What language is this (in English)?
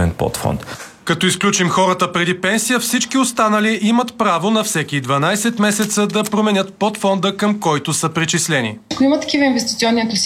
Bulgarian